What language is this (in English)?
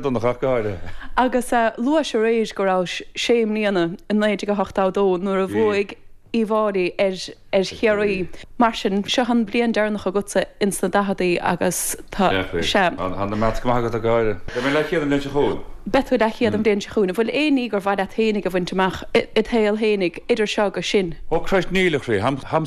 Irish